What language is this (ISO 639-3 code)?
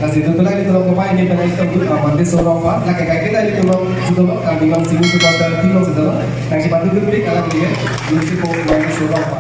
mjw